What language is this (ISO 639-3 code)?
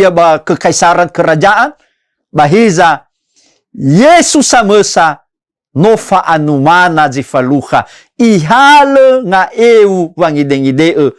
nia